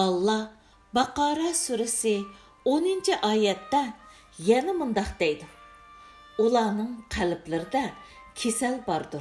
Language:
Uyghur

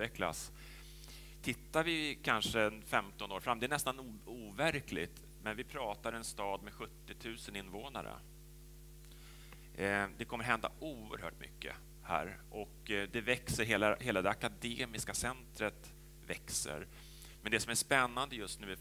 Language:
Swedish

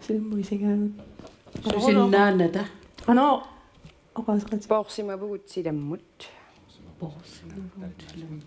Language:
Kalaallisut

